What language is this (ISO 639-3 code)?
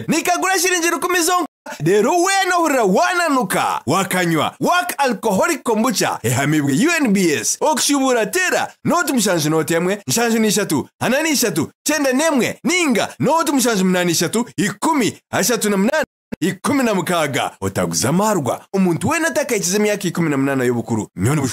nyn